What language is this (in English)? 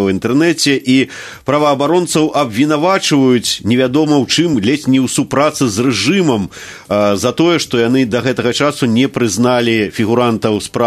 Belarusian